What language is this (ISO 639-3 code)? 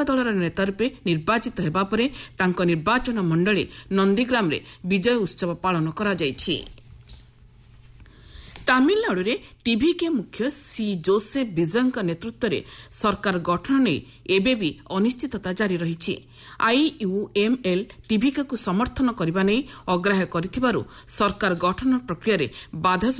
ori